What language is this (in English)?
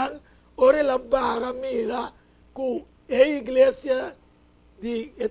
Papiamento